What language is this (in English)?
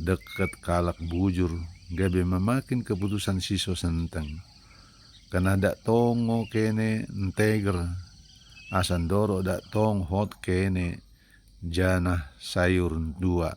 Batak Dairi